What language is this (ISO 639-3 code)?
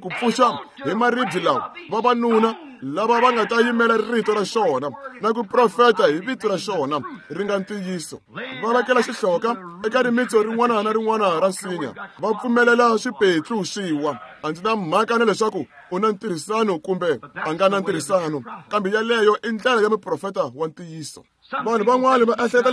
tso